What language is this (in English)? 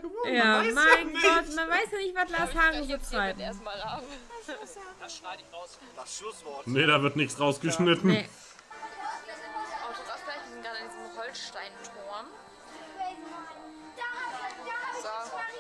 German